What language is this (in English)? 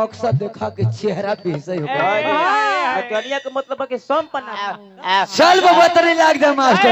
Bhojpuri